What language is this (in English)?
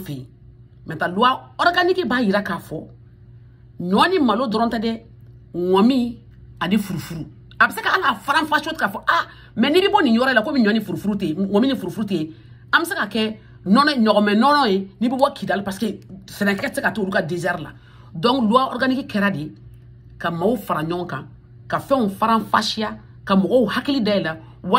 Bambara